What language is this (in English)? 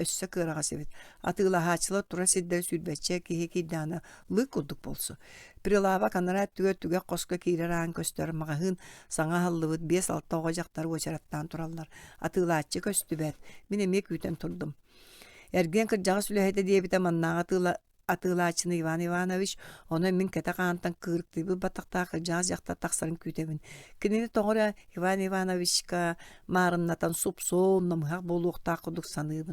Yakut